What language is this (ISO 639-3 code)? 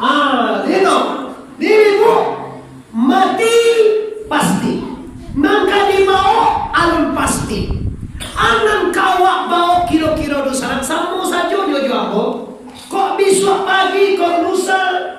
min